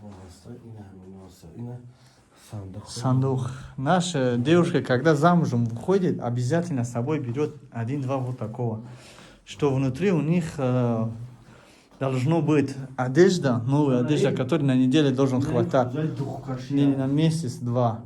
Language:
Tajik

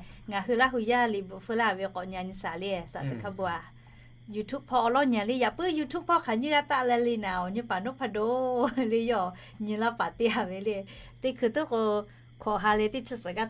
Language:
Lahu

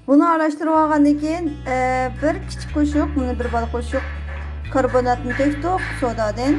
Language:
Uyghur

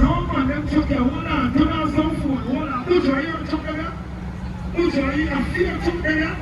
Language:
Jamaican Creole English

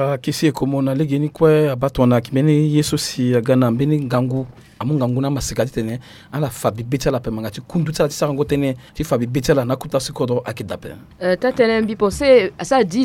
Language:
Sango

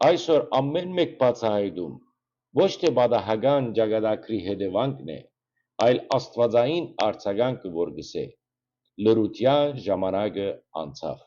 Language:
Western Armenian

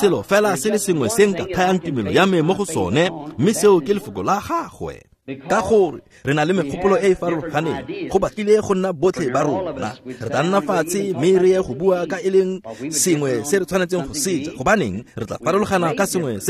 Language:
Tswana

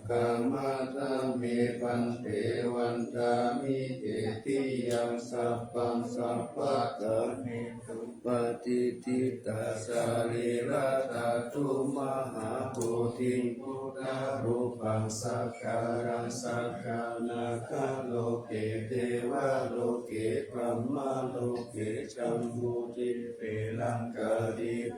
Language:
Pali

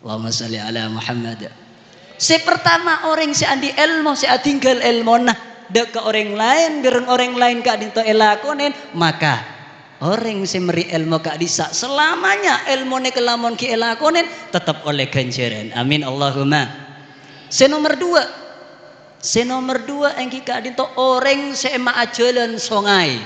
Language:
Madurese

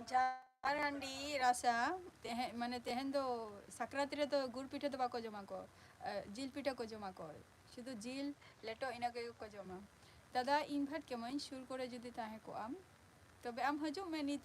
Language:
Santali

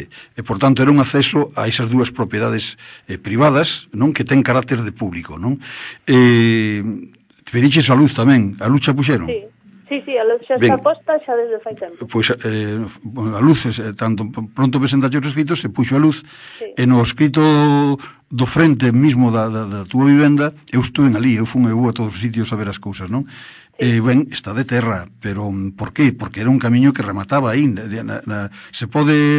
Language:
Galician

